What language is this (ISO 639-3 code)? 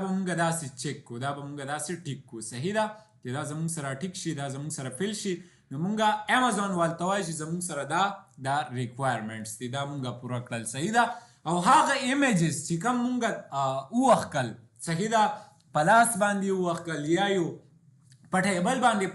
pus